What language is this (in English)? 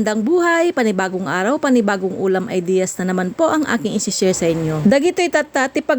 Iloko